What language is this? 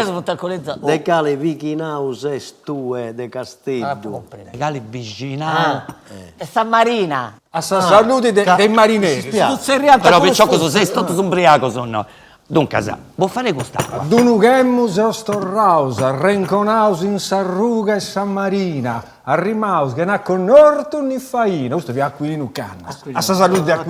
Sardinian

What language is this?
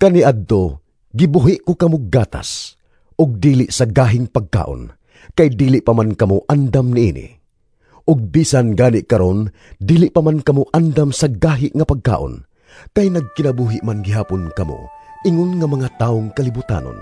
Cebuano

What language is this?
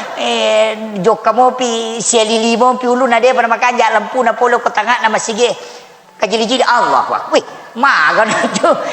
Buginese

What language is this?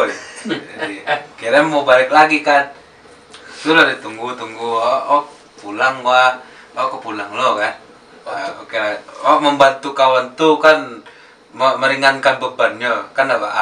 Minangkabau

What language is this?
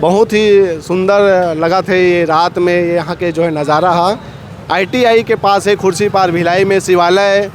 Chhattisgarhi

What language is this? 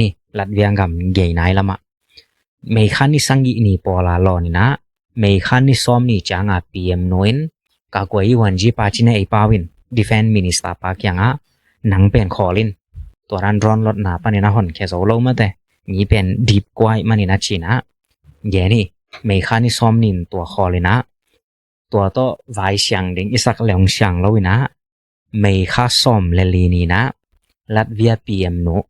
Tedim Chin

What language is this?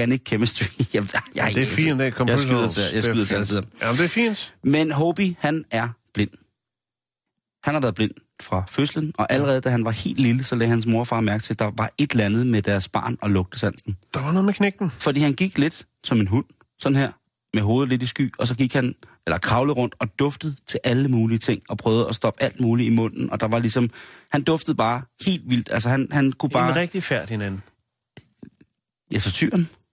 Danish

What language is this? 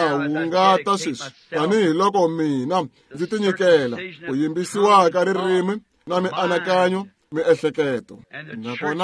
Tsonga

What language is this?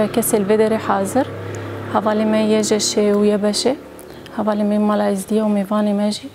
Kurdish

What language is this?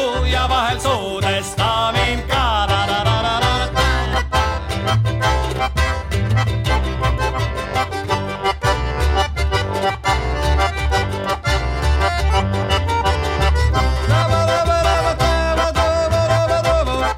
Estonian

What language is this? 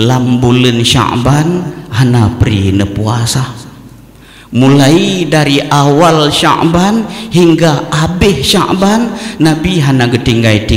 Achinese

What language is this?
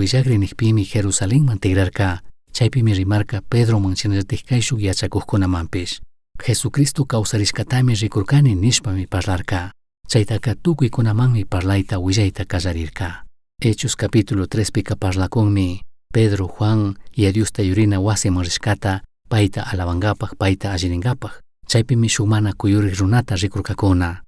Chimborazo Highland Quichua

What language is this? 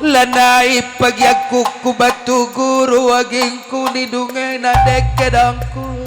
Batak Karo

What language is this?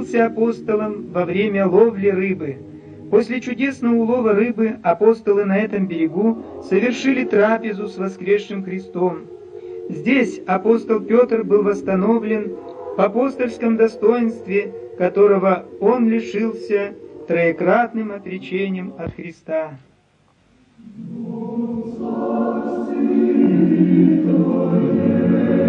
Russian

